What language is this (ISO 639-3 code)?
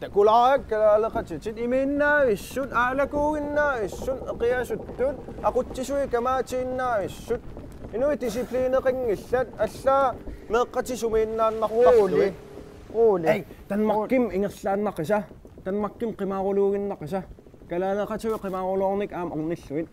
kal